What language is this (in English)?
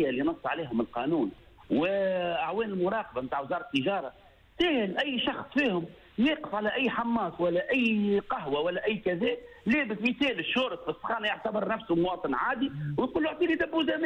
Tunisian Arabic